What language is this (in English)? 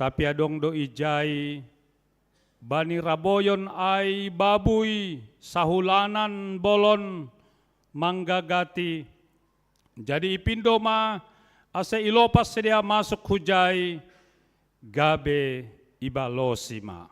Batak Simalungun